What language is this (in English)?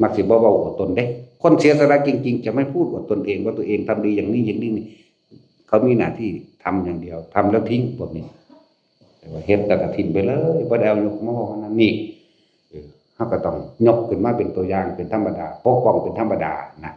Northeastern Thai